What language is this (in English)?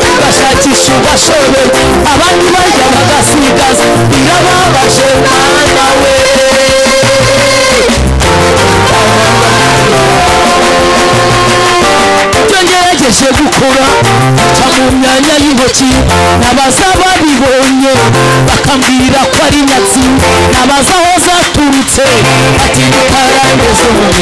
Kinyarwanda